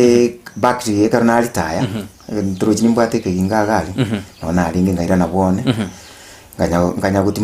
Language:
Gusii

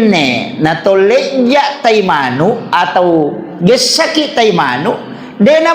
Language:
Buginese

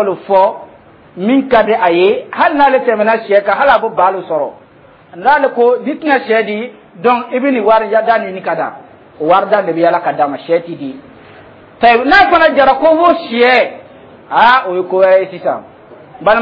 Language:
Dyula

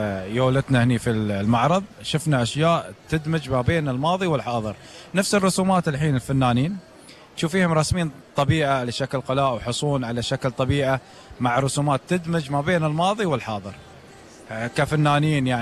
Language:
Gulf Arabic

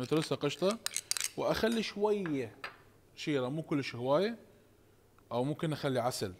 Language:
Mesopotamian Arabic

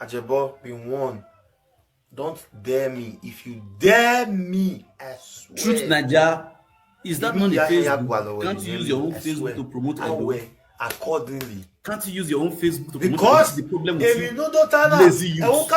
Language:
Nigerian Pidgin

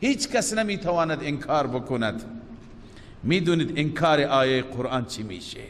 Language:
Persian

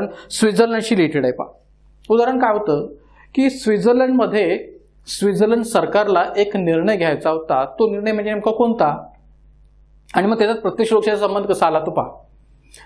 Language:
Marathi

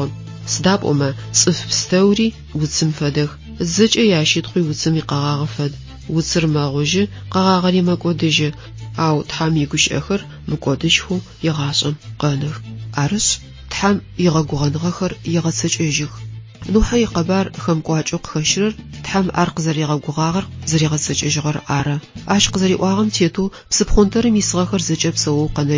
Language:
Adyghe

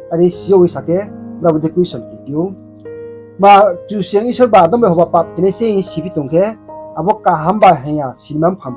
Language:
Riang (India)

